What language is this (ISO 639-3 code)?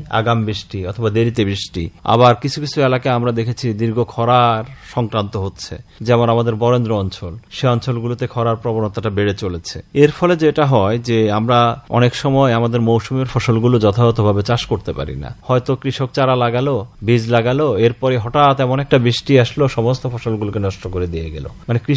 ben